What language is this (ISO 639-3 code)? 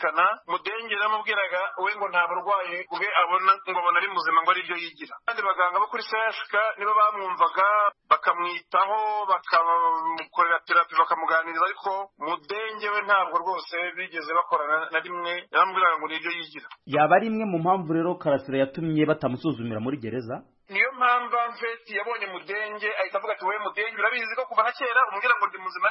kin